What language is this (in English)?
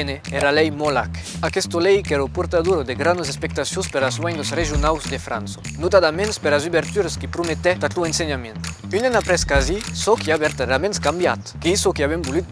Occitan